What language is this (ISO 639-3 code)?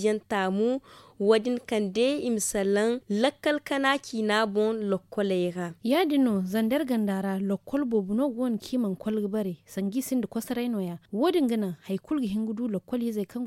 dje